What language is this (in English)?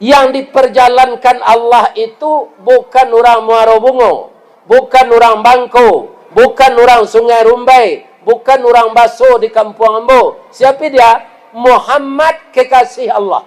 Minangkabau